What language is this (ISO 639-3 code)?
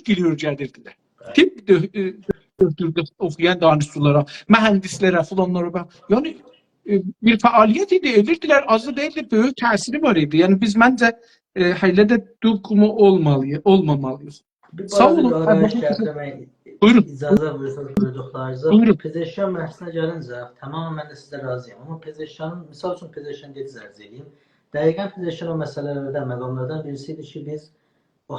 azb